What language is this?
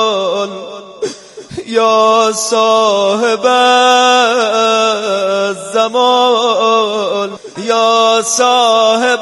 Persian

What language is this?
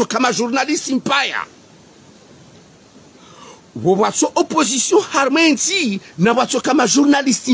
Swahili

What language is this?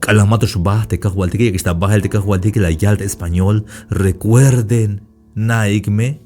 Tzeltal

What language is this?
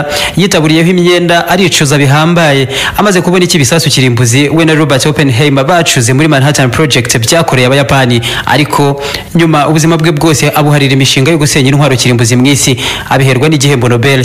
Kinyarwanda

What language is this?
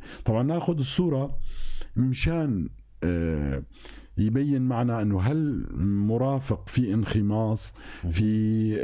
North Levantine Arabic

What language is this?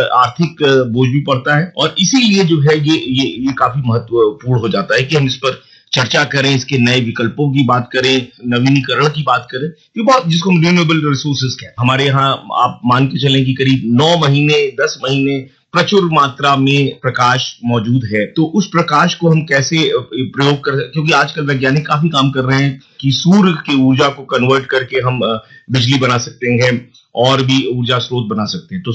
Hindi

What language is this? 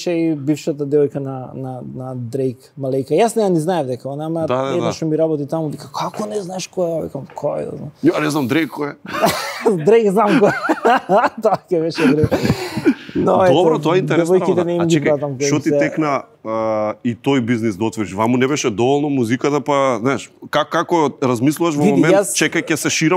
Macedonian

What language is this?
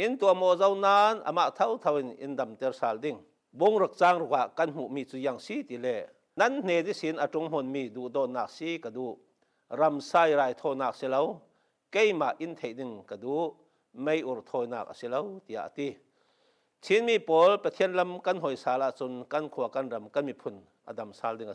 Falam Chin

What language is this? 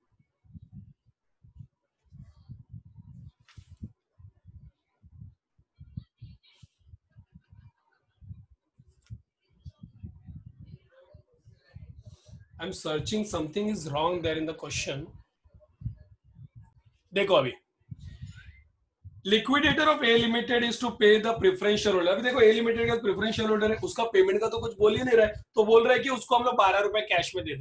Hindi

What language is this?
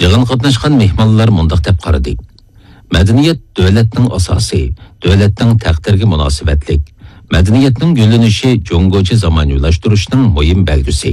Uyghur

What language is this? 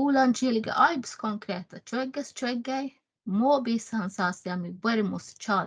Northern Sami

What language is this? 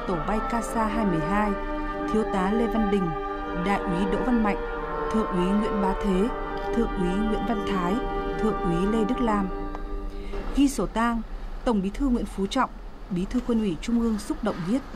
Vietnamese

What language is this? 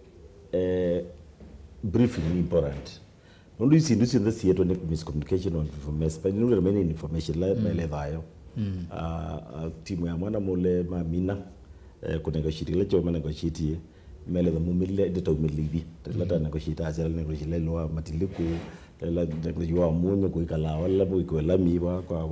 Kamba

